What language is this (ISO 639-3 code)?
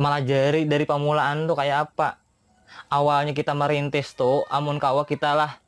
bjn